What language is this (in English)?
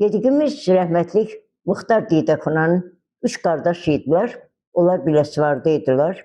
Azerbaijani